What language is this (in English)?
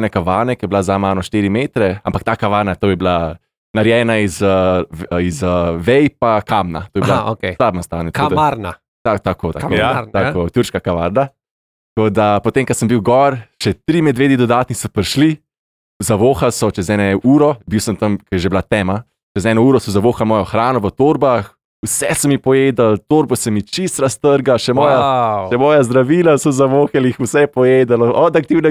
Slovenian